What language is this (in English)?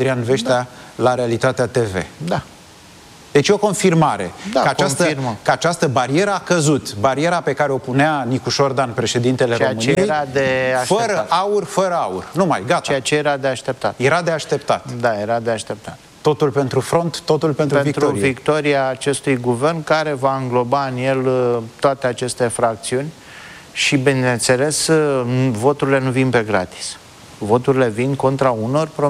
Romanian